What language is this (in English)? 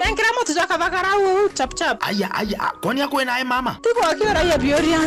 Meru